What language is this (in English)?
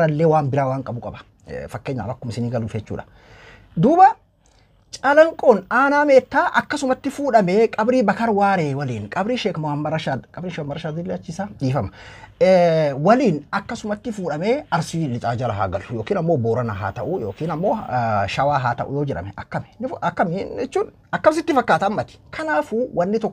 Oromo